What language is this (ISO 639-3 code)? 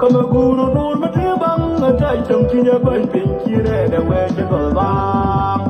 nus